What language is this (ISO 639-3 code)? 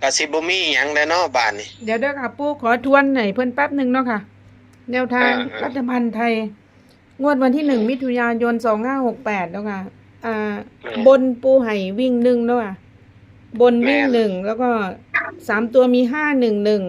tts